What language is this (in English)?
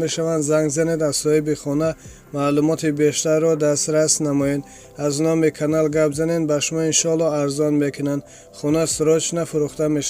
Tajik